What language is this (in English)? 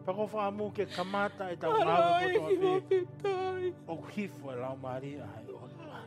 Tongan